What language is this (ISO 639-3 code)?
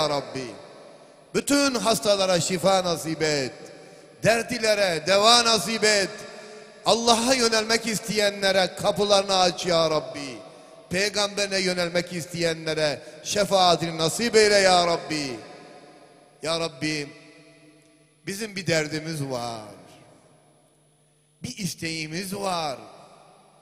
tur